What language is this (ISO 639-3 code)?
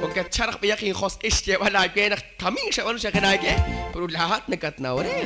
kek